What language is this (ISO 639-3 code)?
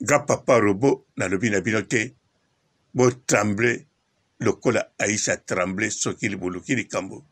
lin